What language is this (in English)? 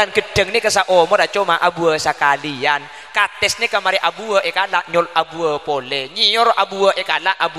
Madurese